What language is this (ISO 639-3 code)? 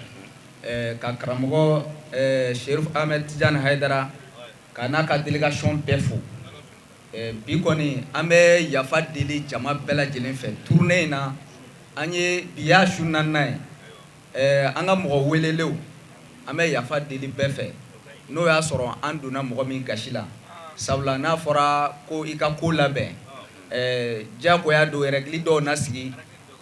bam